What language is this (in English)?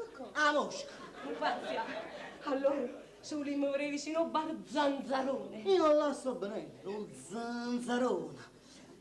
Neapolitan